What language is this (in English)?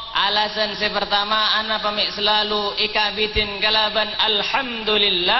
Madurese